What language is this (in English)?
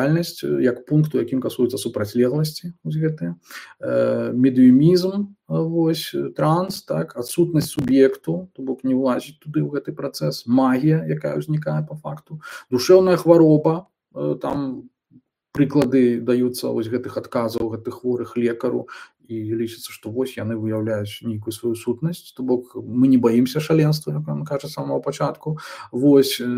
Belarusian